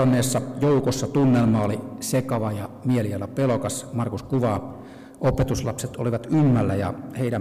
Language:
Finnish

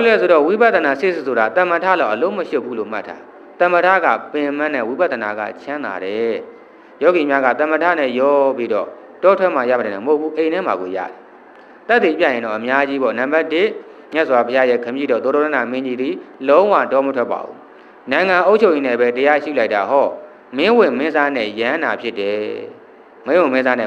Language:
Burmese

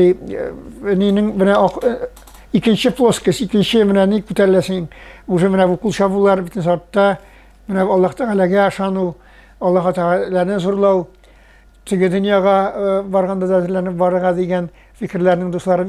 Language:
Tatar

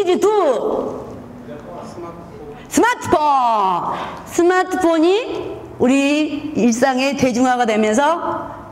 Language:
Korean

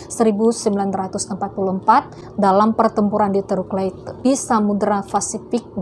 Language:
Indonesian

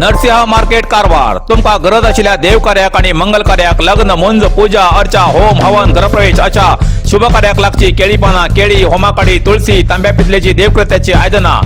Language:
Konkani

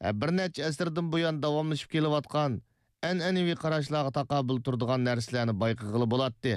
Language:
Uyghur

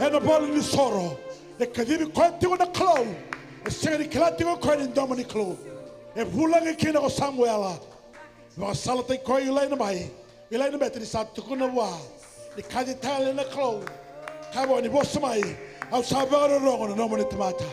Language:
Fijian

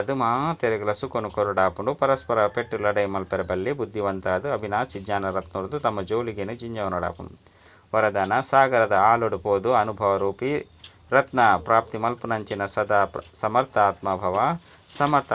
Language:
Tulu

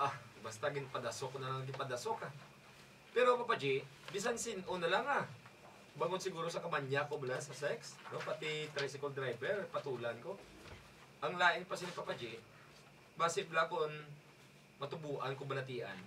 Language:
Hiligaynon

